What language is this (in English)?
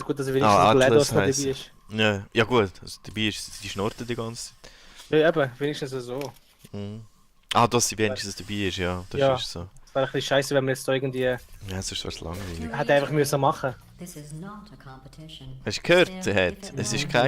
Swiss German